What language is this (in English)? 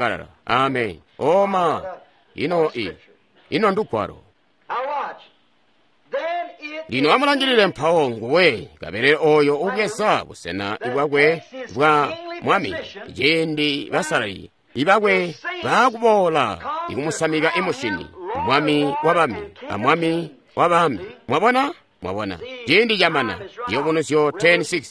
Tonga (Zambia)